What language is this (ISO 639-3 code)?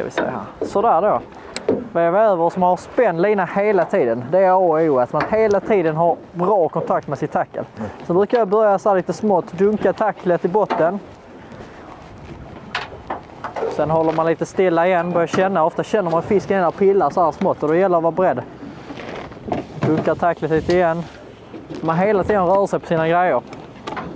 swe